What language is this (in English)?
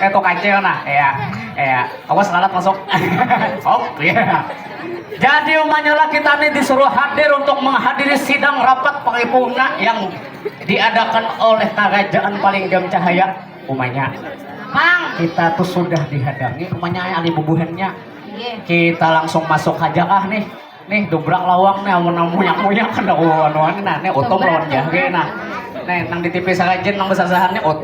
Banjar